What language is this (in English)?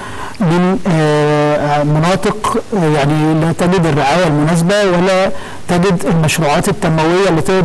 Arabic